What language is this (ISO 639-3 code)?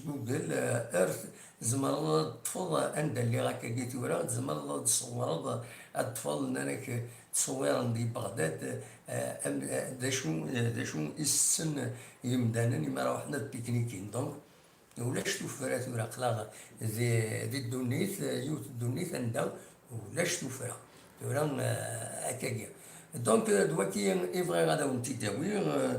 kab